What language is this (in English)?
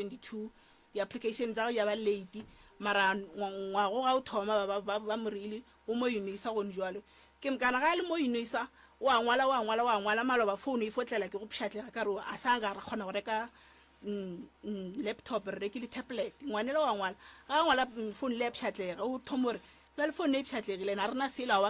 Northern Sotho